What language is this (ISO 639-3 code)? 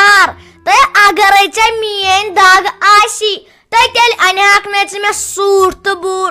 kas